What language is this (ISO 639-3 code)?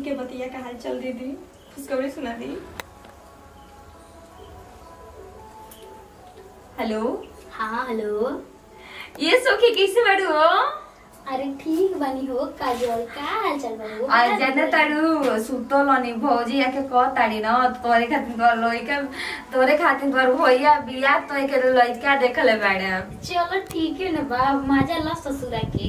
bho